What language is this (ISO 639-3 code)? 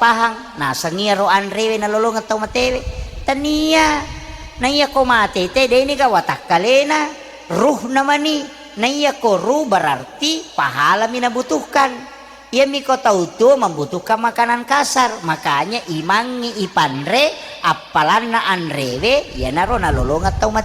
bug